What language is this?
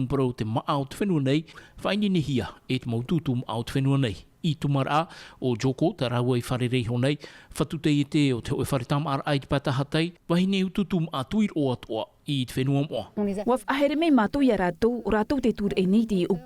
Tahitian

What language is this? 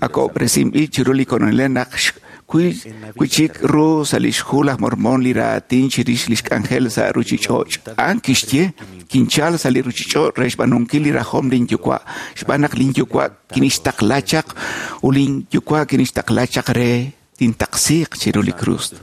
Kekchí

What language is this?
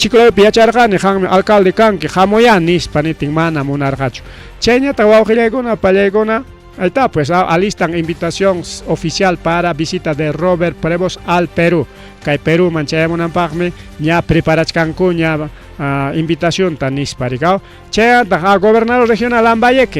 Ayacucho Quechua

